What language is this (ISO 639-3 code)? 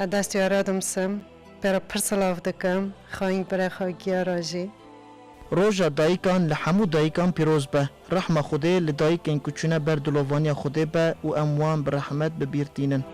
kur